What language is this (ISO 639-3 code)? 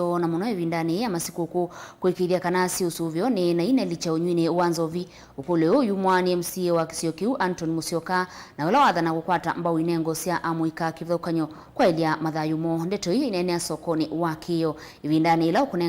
kam